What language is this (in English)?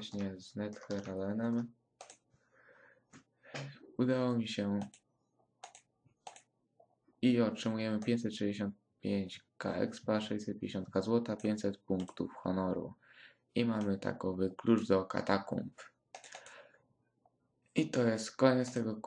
Polish